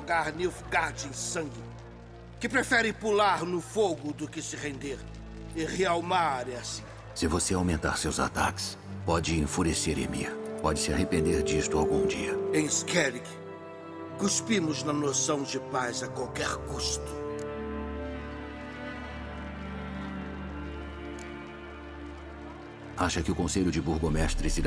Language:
Portuguese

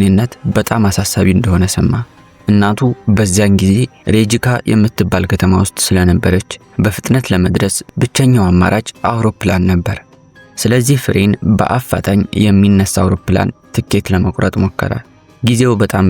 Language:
Amharic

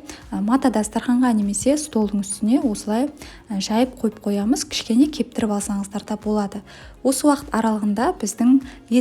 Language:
Kazakh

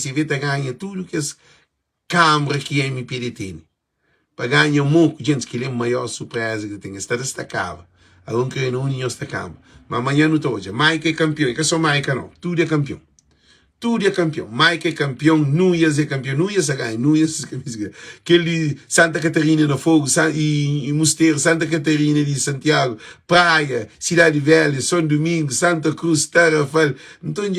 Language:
Kabuverdianu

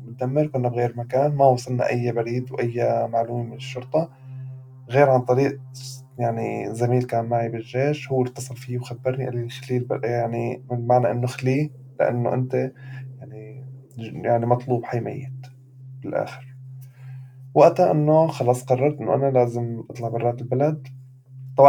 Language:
North Levantine Arabic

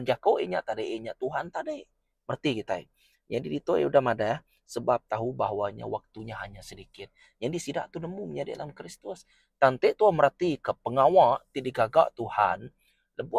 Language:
Iban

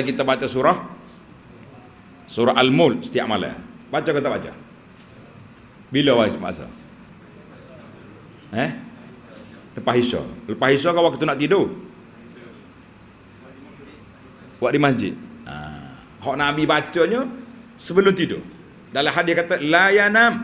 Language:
Malay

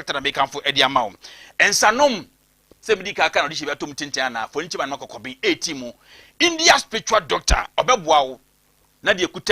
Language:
Akan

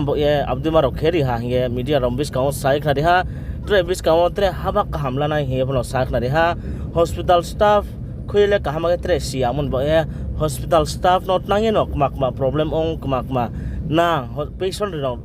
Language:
Riang (India)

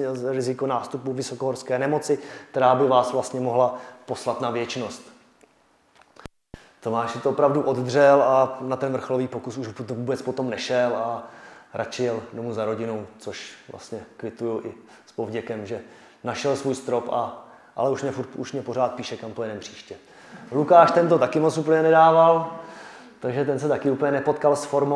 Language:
Czech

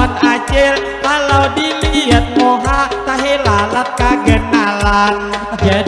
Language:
Banjar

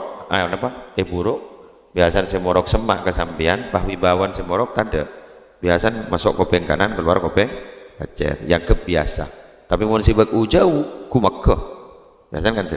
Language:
Madurese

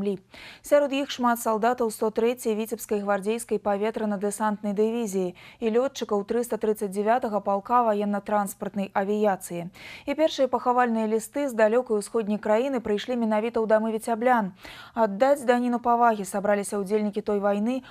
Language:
Belarusian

